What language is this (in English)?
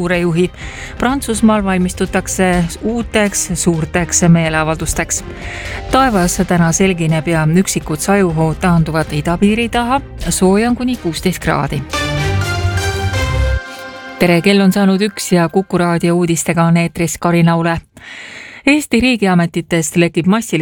Estonian